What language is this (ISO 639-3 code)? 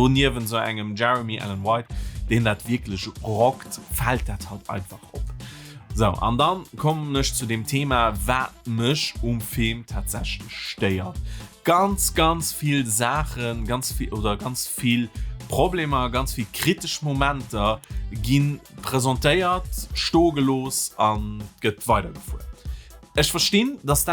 ltz